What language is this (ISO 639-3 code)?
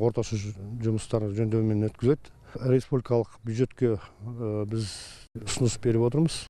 kaz